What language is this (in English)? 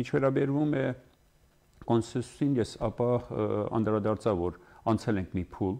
Armenian